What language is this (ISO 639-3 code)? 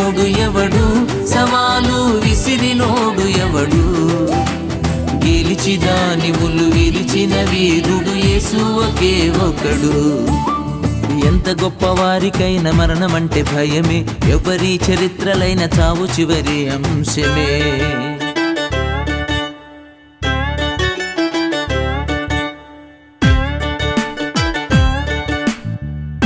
tel